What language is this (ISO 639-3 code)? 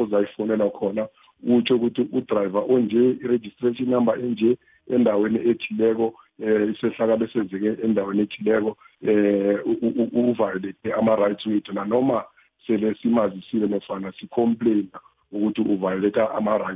nbl